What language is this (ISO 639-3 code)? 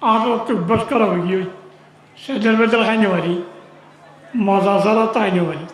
rhg